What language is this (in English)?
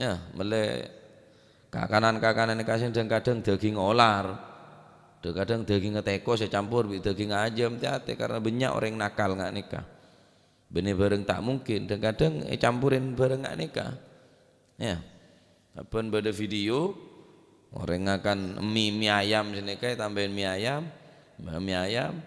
Madurese